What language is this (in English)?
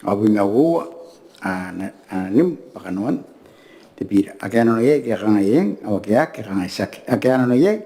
Gilbertese